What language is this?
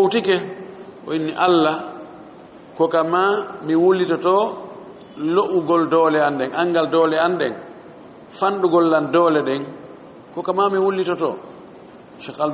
Fula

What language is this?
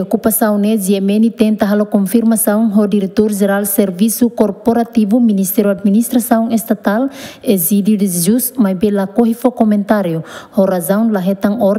Tetum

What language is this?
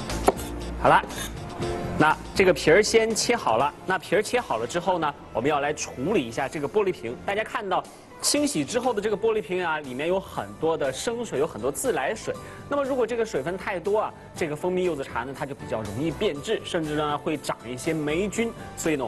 Chinese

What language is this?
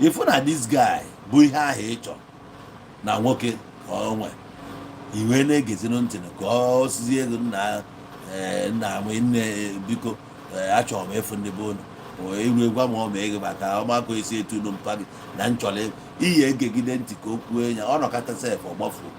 Igbo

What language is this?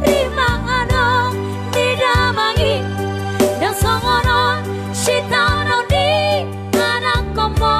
Batak Toba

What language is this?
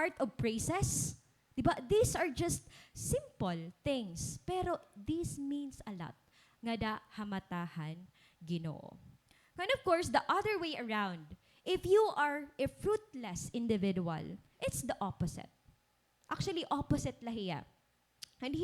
Waray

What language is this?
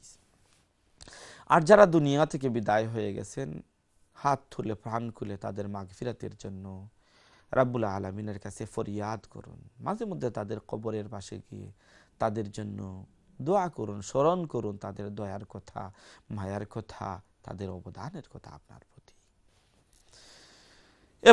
Bangla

